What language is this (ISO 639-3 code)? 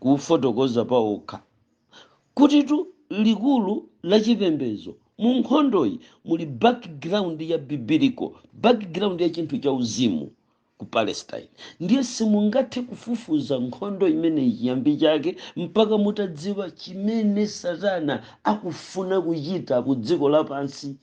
nya